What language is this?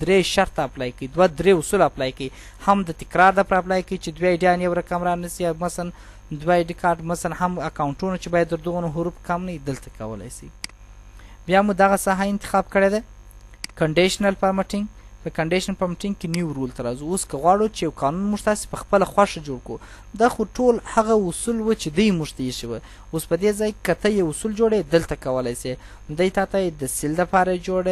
Pashto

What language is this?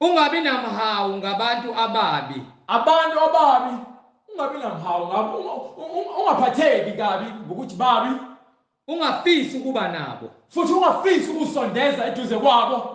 Zulu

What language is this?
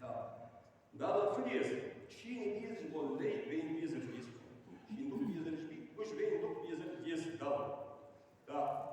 Ingush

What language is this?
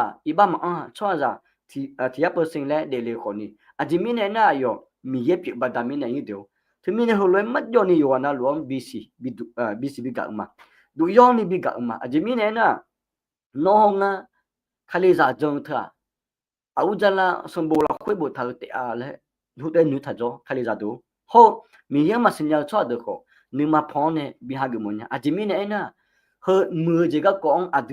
Akha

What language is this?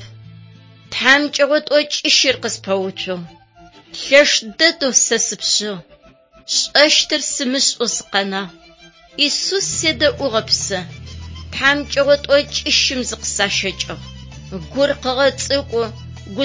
Adyghe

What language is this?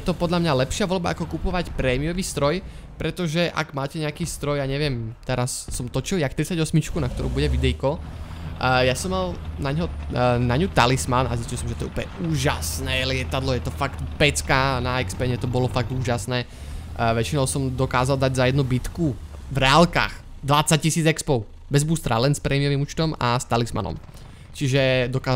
Slovak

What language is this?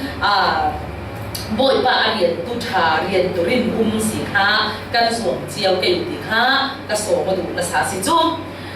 Falam Chin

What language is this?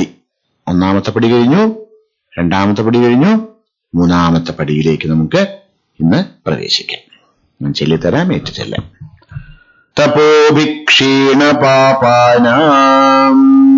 Malayalam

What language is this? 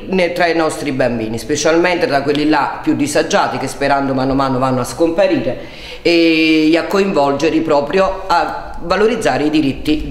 Italian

